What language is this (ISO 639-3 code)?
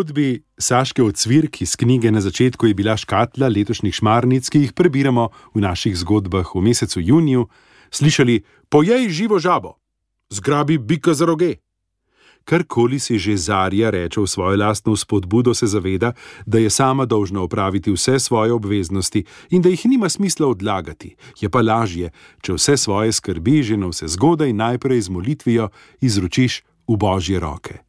slv